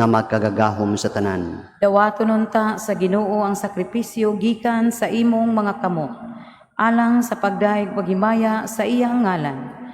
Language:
Cebuano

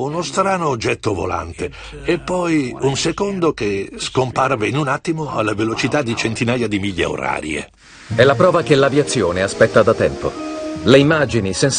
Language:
Italian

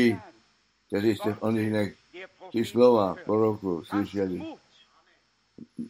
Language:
Czech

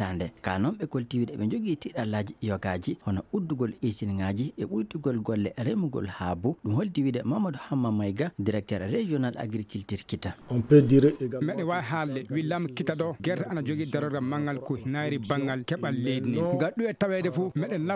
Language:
Fula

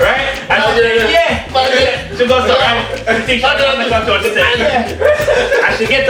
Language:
Jamaican Creole English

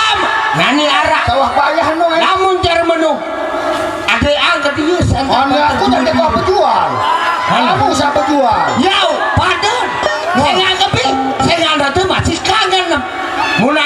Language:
Sasak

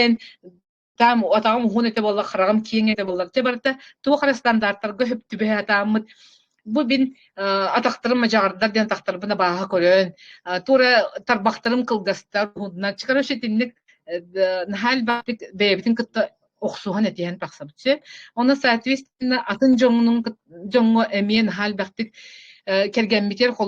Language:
Yakut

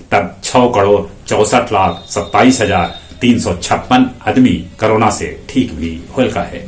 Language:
Magahi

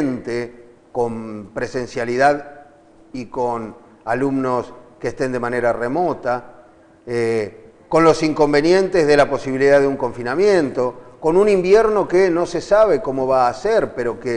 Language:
Spanish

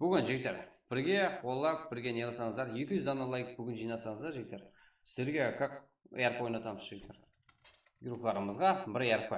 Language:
Kara-Kalpak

